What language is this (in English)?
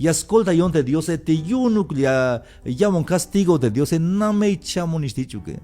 Tzeltal